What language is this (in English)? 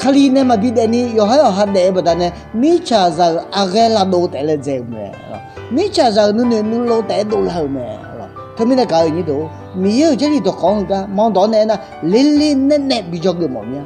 Akha